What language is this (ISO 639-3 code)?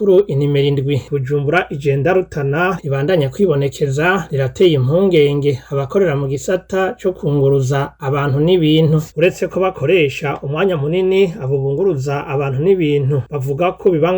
run